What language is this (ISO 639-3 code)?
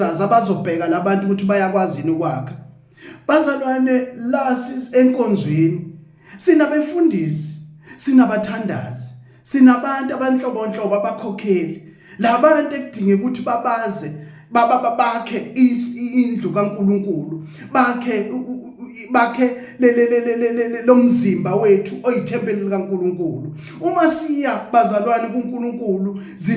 zul